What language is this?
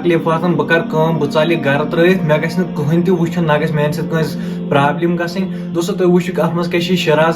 Kashmiri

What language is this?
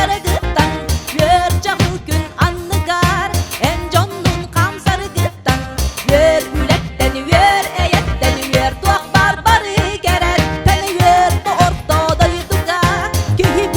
Yakut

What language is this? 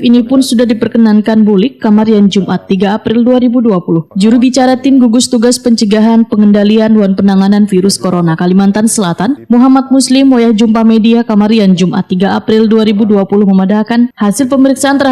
Banjar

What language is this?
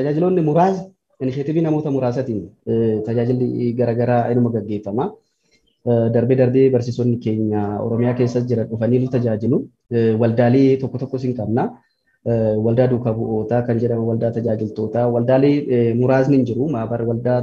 Oromo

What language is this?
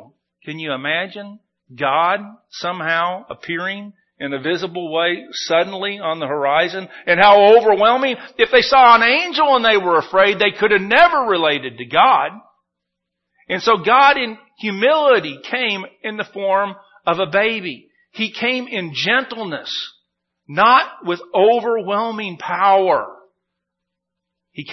English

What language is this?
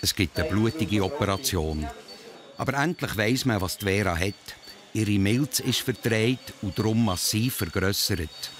Swiss German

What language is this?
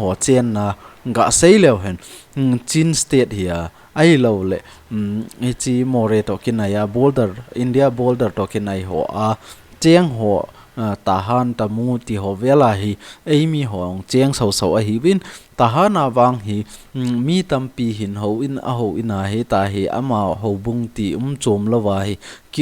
Thado Chin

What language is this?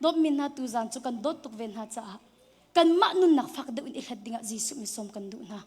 Hakha Chin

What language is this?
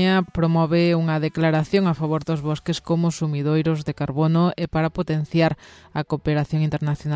Galician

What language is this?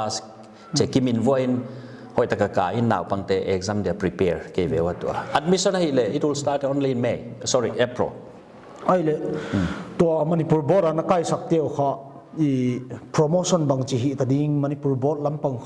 Paite Chin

